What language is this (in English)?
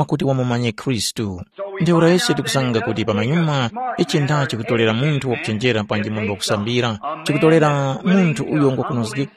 Tumbuka